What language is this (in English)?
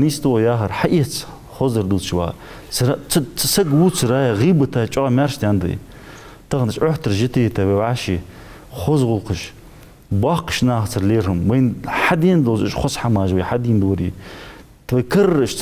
Ingush